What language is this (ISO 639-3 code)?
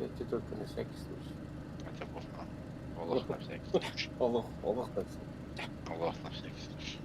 sah